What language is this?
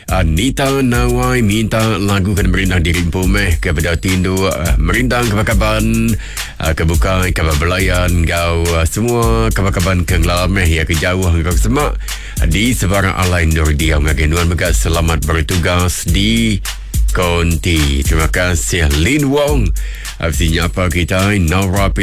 Iban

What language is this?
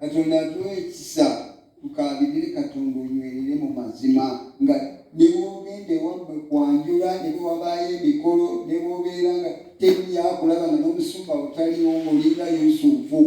Ganda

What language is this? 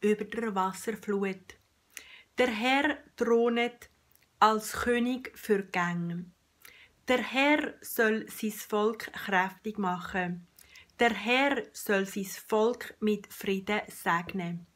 Swiss German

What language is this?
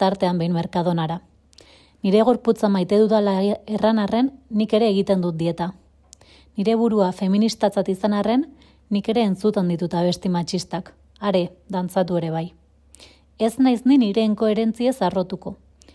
Basque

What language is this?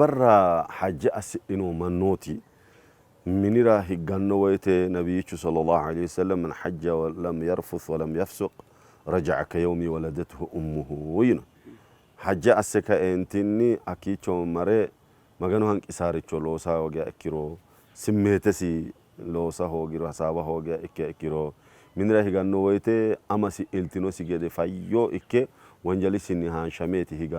Sidamo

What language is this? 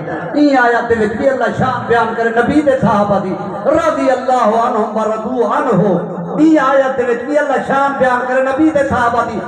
Saraiki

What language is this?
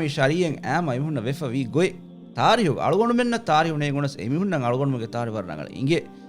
Divehi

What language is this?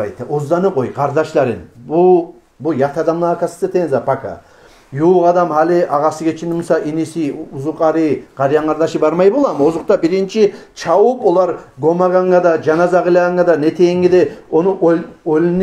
Kumyk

